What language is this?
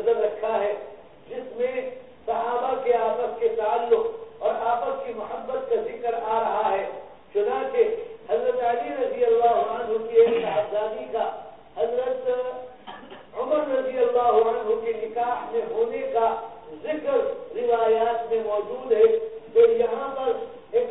Urdu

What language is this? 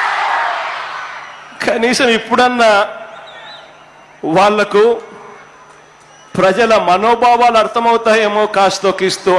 Telugu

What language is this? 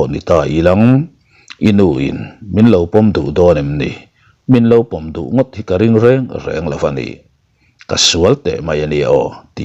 Mizo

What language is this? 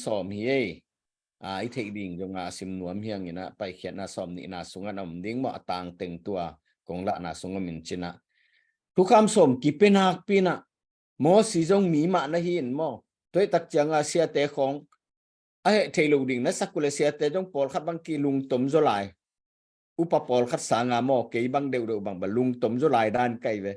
Tedim Chin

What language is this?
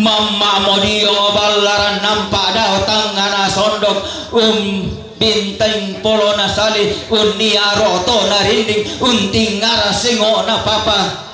Toraja-Sa'dan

